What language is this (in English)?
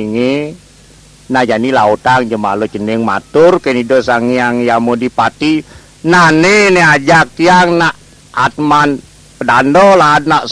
Balinese